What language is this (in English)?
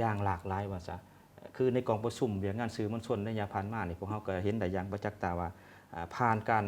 Lao